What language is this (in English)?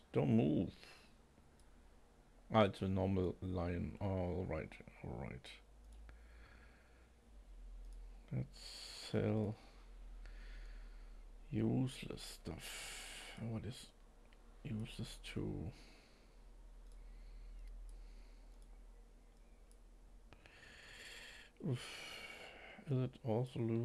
English